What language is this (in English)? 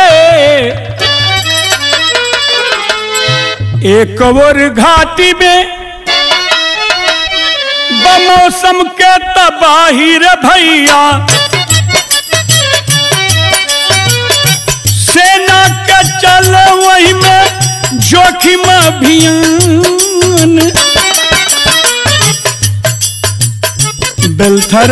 Bhojpuri